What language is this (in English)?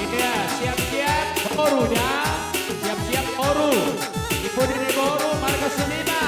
Batak Simalungun